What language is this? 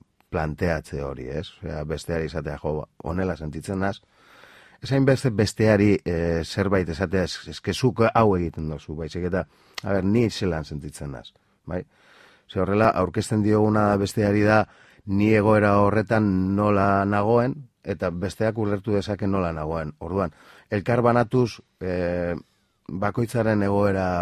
Basque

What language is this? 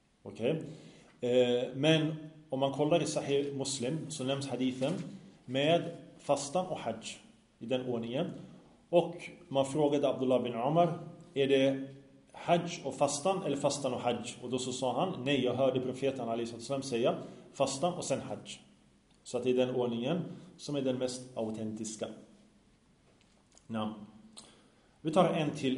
Swedish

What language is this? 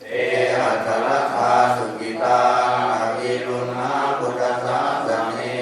Pali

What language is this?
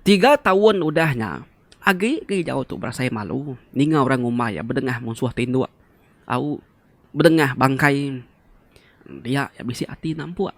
Iban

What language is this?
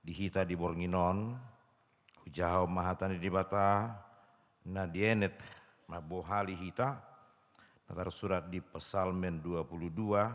Batak Toba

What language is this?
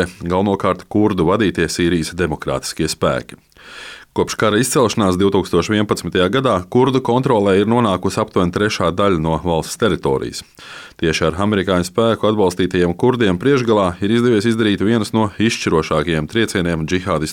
Latvian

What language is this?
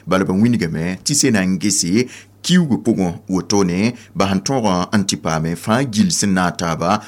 Mossi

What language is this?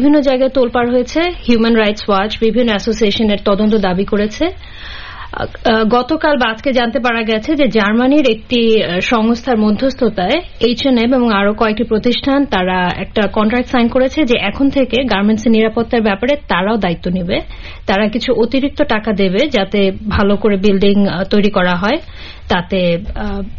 Bangla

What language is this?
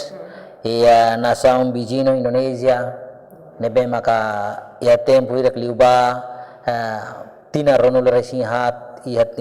Tetum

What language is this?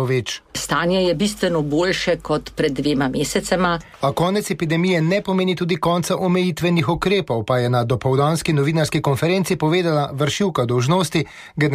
Slovenian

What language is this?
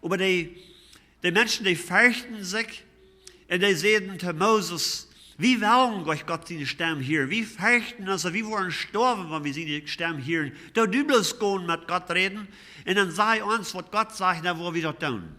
Plautdietsch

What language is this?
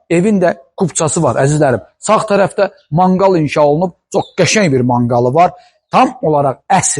Azerbaijani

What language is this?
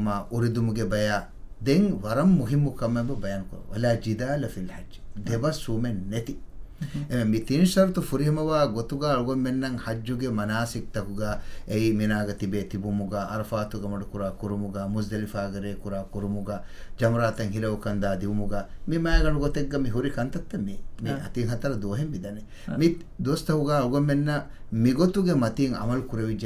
Divehi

